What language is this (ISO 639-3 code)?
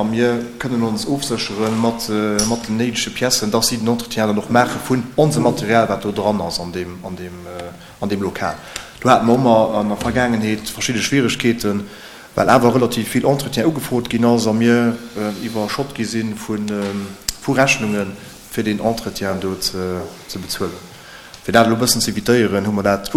ltz